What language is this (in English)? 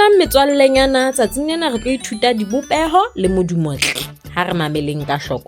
Southern Sotho